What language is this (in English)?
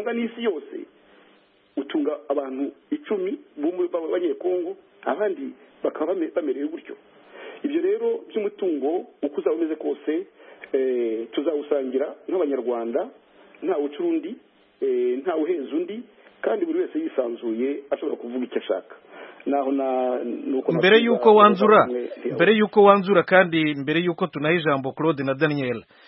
Kinyarwanda